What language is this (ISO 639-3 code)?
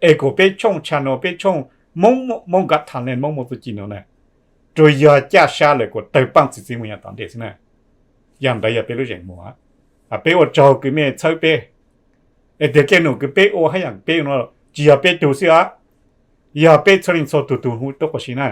hmn